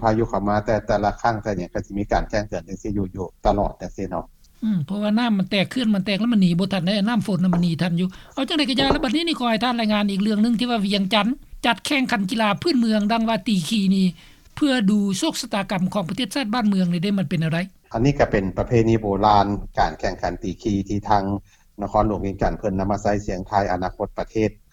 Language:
Lao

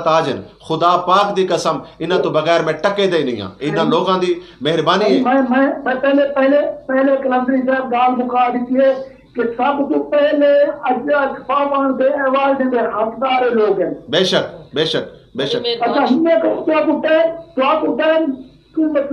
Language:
Saraiki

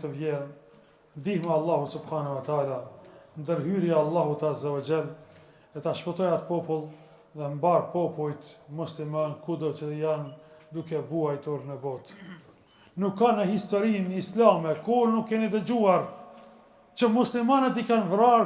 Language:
Albanian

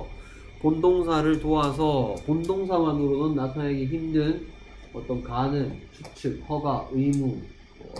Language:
Korean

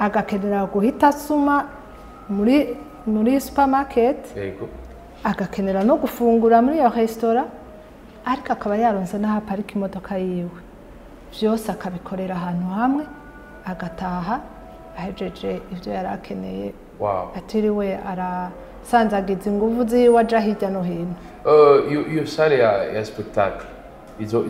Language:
Rundi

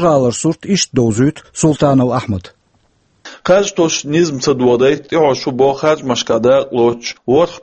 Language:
Chechen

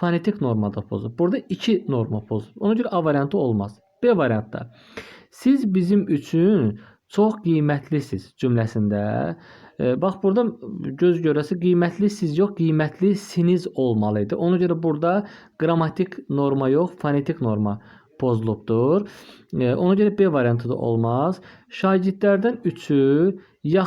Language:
Azerbaijani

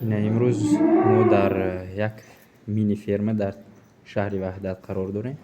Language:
Tajik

